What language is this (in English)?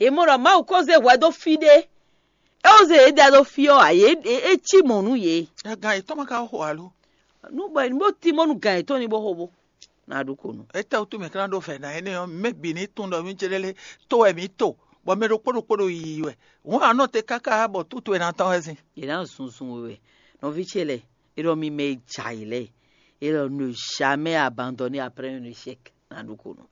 Fon